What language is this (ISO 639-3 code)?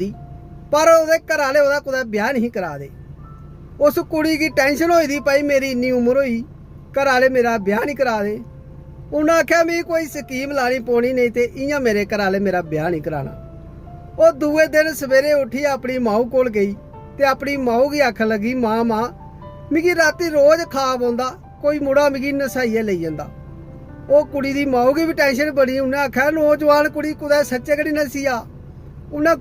doi